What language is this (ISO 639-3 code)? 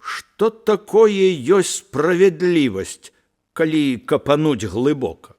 bel